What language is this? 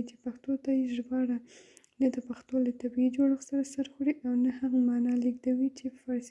Pashto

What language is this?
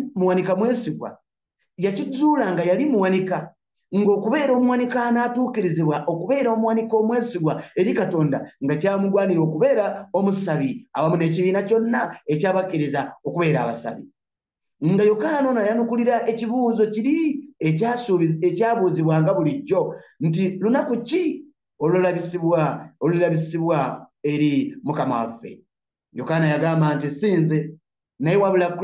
Ganda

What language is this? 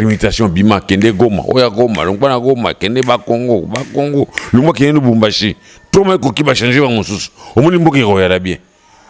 Lingala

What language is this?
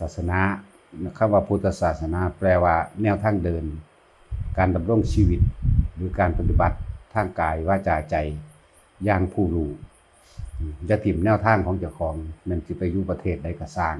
Northeastern Thai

